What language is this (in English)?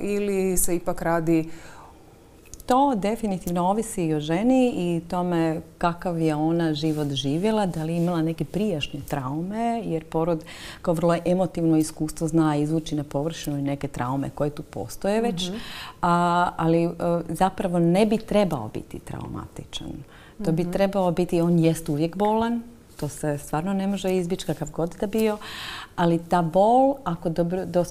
Croatian